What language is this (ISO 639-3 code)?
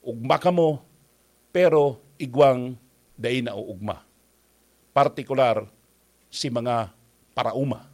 bik